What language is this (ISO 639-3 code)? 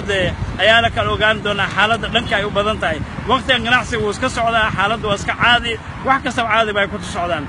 som